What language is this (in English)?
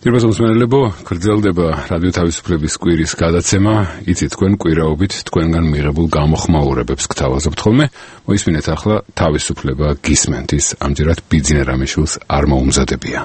Georgian